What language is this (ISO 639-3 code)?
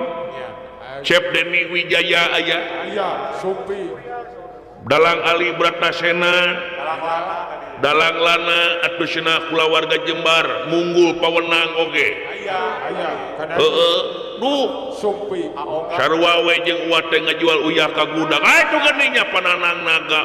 sun